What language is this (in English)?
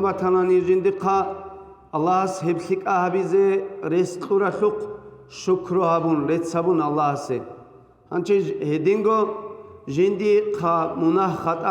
Avaric